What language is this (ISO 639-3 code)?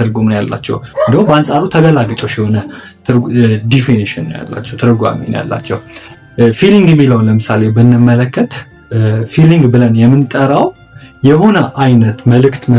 amh